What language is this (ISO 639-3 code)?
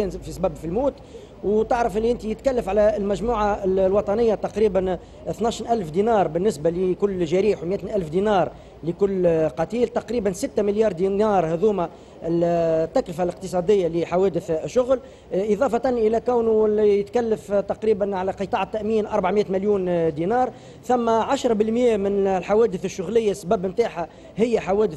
aeb